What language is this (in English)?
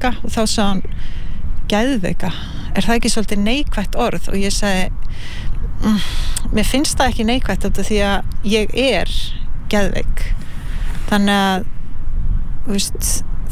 Icelandic